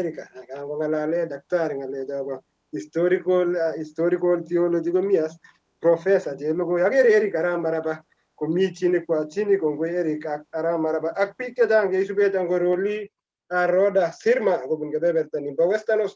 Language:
Kalenjin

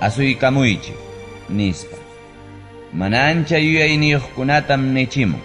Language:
Ayacucho Quechua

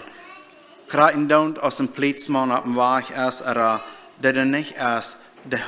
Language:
Plautdietsch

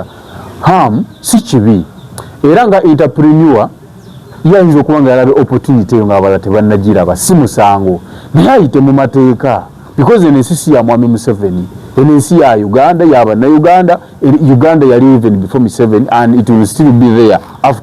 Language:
Ganda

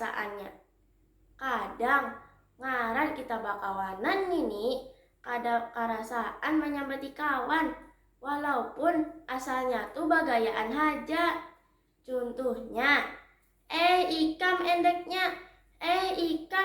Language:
Banjar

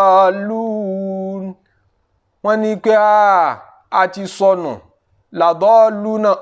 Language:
Yoruba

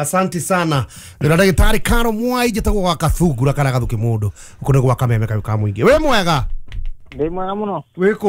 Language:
Kikuyu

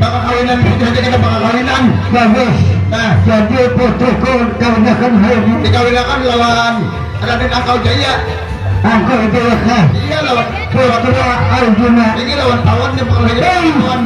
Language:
Banjar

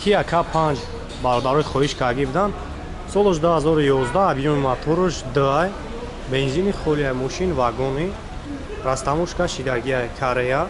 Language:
Tajik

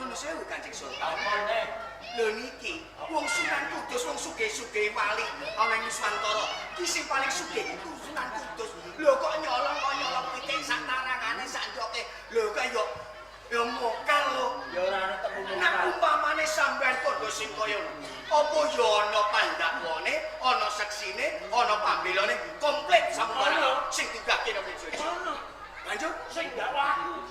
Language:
Javanese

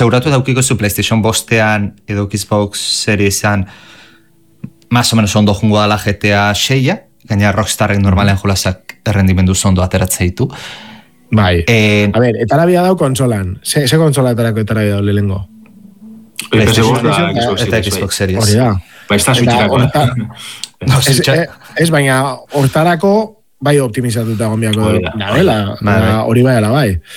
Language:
Basque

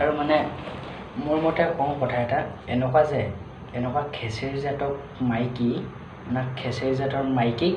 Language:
Assamese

